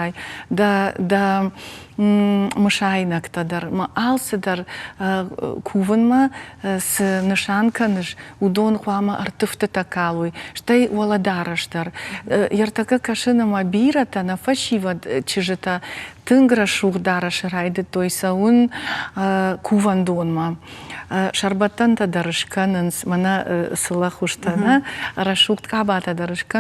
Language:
Ossetic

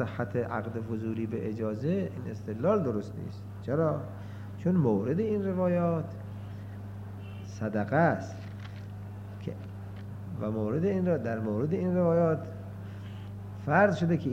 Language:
Persian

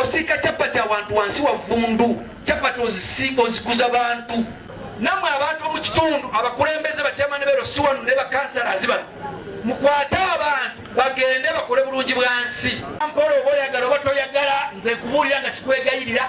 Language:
Ganda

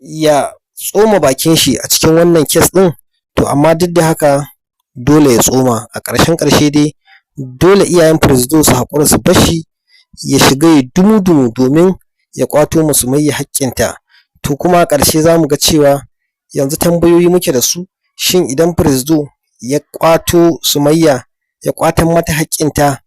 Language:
Hausa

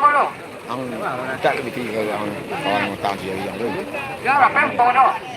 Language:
Minangkabau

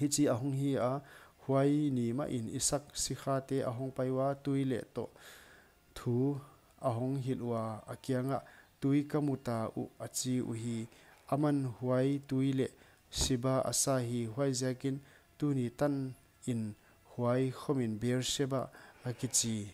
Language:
Paite Chin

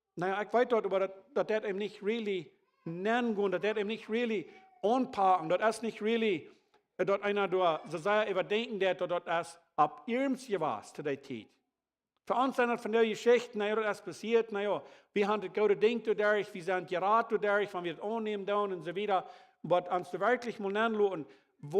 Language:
Plautdietsch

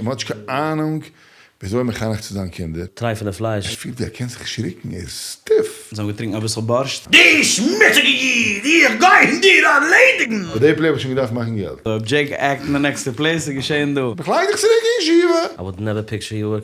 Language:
Yiddish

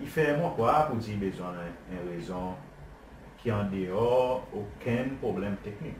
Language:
Seselwa Creole French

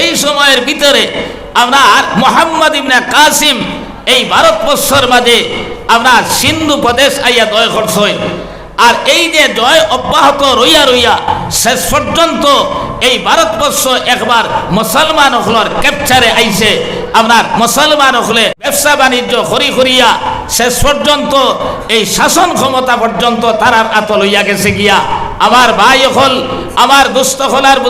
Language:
Sylheti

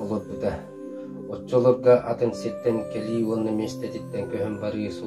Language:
Yakut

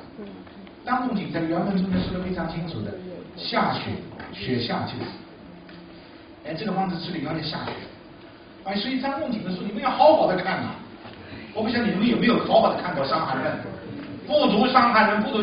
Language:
Chinese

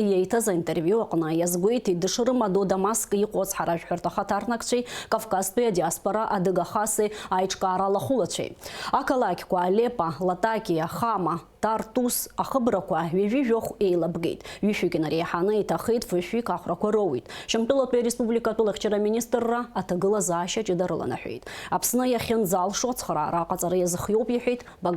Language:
Abkhazian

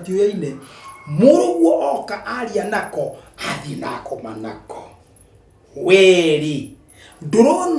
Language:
Kikuyu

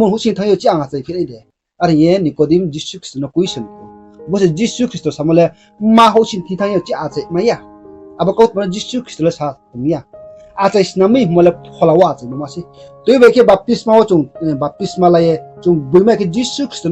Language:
Riang (India)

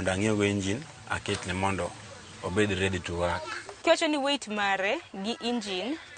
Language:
Luo (Kenya and Tanzania)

